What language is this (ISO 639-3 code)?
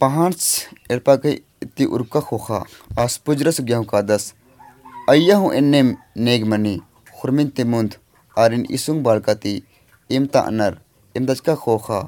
kru